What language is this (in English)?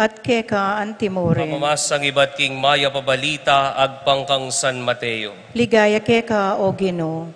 Pampanga